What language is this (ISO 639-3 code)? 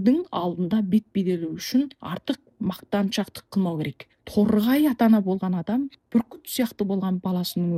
kaz